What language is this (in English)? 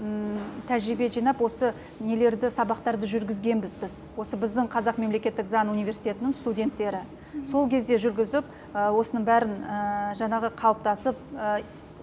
Kazakh